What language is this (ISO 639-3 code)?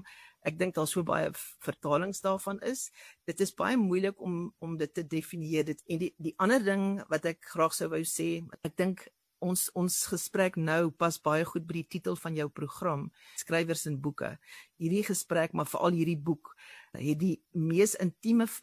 afr